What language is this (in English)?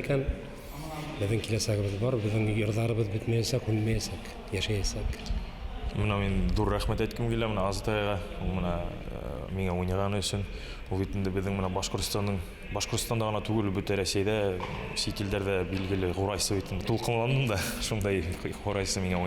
Bashkir